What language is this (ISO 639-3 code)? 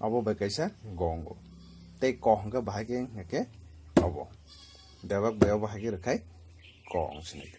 trp